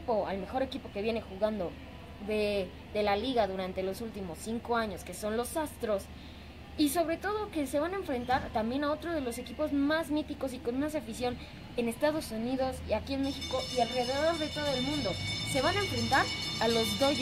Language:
Spanish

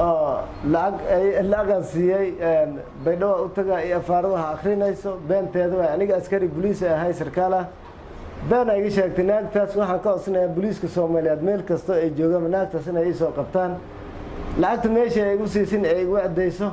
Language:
Somali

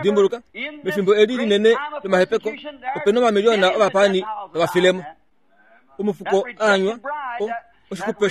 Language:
Kuanyama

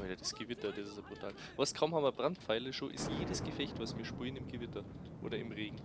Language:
Bavarian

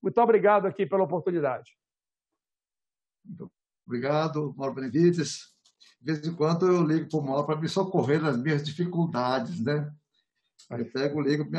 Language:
Portuguese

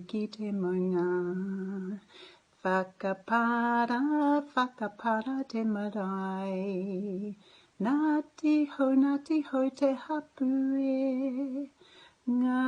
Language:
Māori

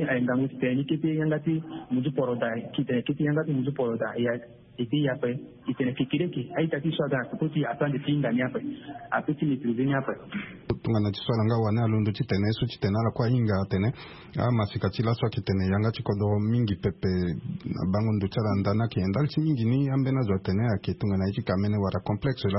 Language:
Sango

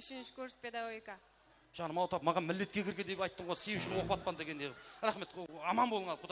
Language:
Kara-Kalpak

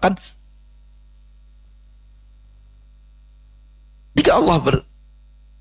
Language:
Indonesian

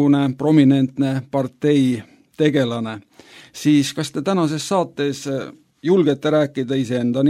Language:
Estonian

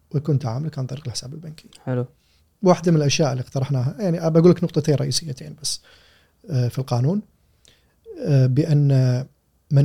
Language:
Gulf Arabic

